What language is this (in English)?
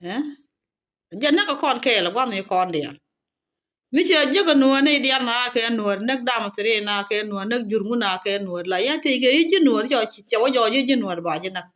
Nuer